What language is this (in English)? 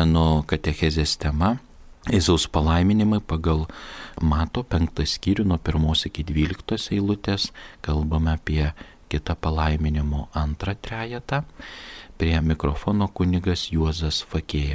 Lithuanian